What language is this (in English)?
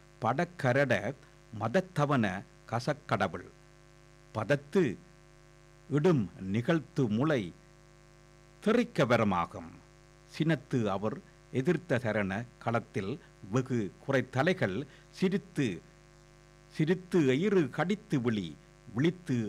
Tamil